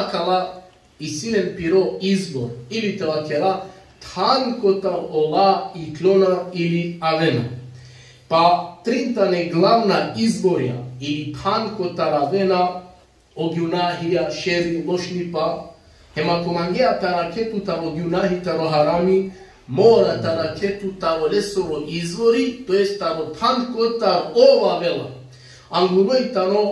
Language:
Balkan Romani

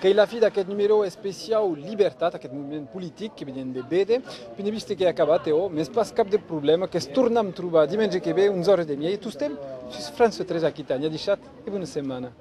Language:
Occitan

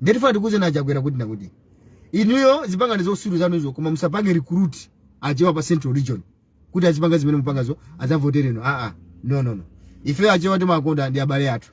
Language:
Nyanja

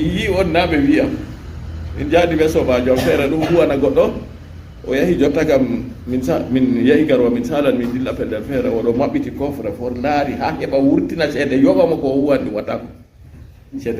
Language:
Fula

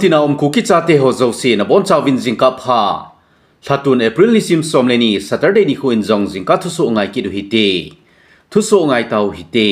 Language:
Thado Chin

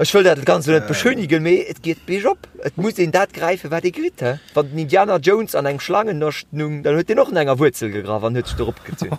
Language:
Luxembourgish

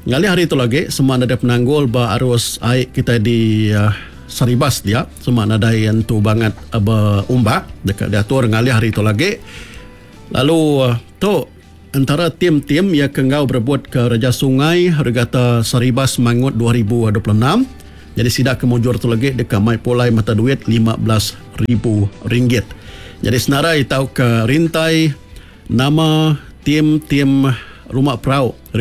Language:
Iban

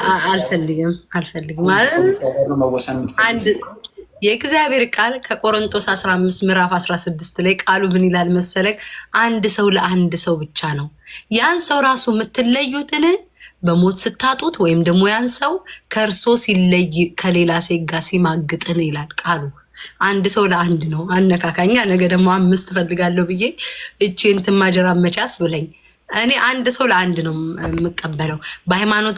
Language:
Amharic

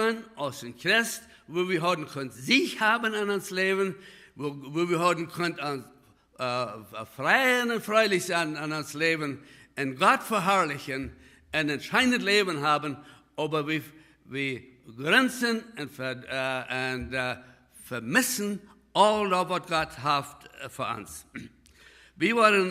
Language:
Plautdietsch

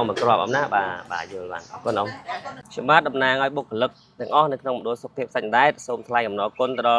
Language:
Khmer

